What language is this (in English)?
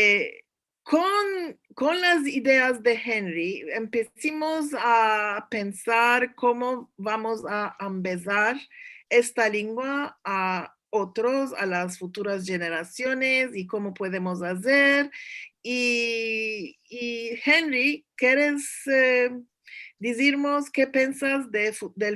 Ladino